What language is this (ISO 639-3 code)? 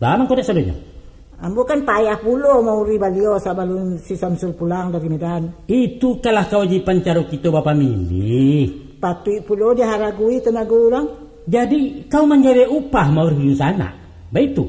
min